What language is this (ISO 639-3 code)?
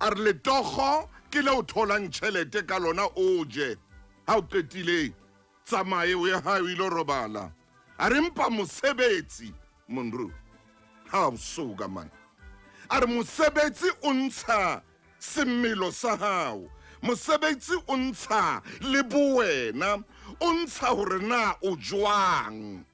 sot